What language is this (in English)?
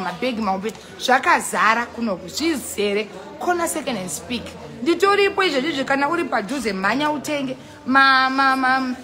Shona